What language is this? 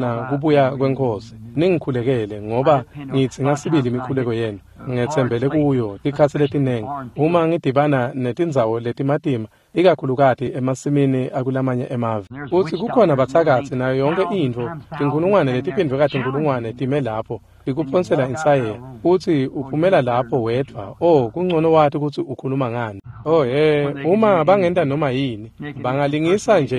Swati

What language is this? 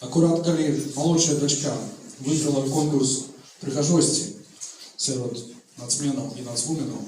Belarusian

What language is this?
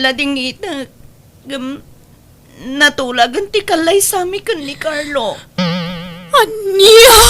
Iloko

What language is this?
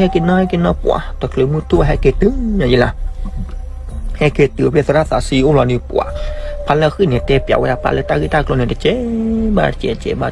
S'gaw Karen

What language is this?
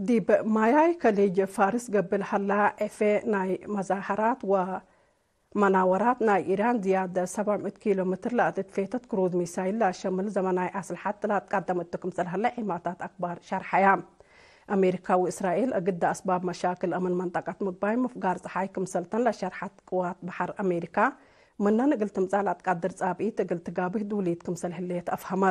Tigre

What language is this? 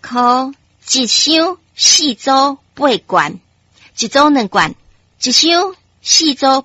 Min Nan Chinese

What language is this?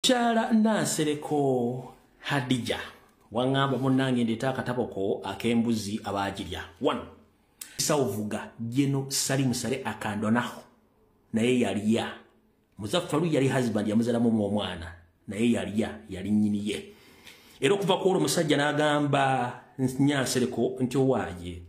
Ganda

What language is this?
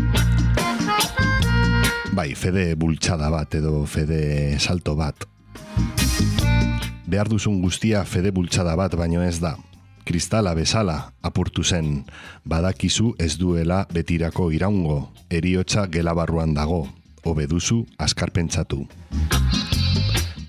Basque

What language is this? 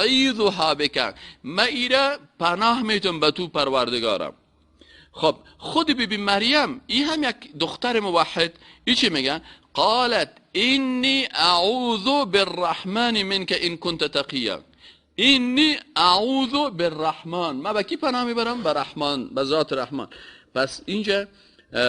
Persian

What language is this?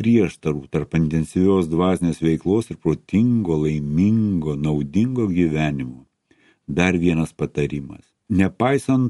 Lithuanian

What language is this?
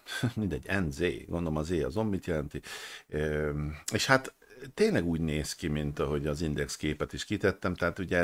Hungarian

